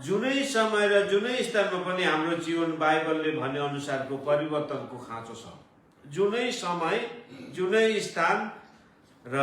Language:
Nepali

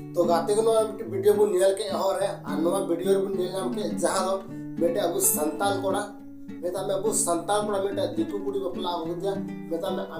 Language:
Santali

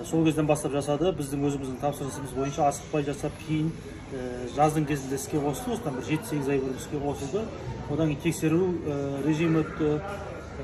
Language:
Kazakh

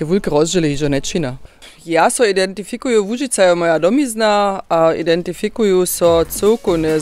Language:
Upper Sorbian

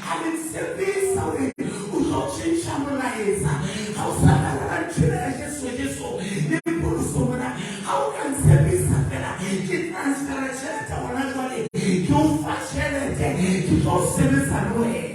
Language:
Southern Sotho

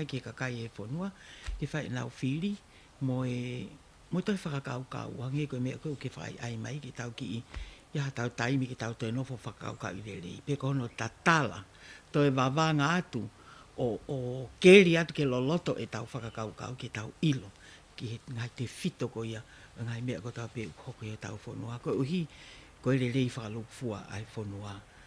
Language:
Tongan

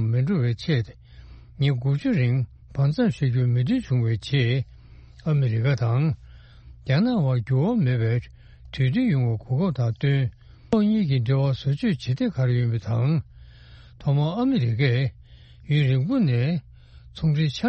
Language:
Tibetan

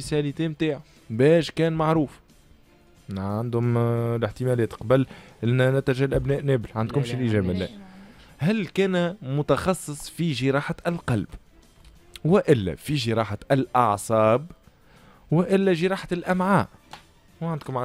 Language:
Tunisian Arabic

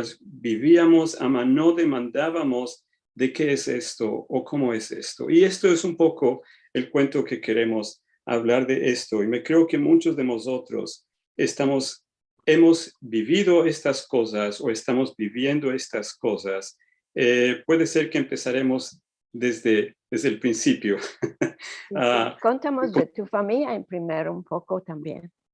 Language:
Ladino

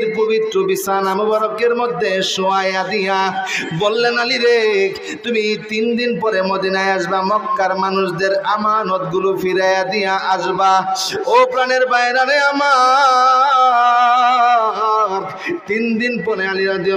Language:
Bangla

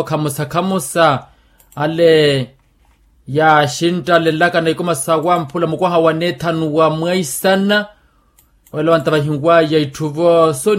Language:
Makhuwa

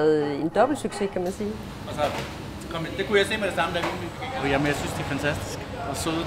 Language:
Danish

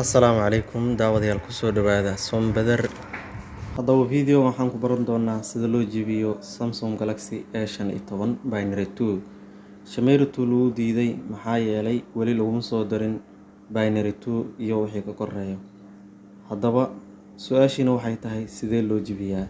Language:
Somali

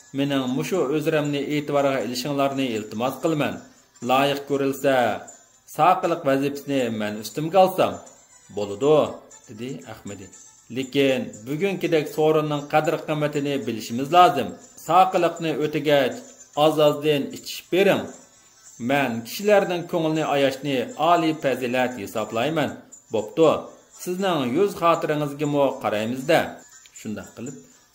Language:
Uyghur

